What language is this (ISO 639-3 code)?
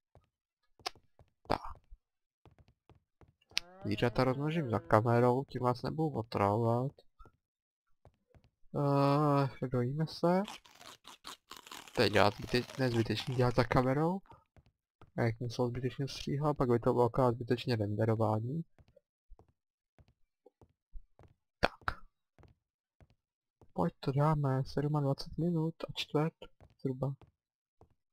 ces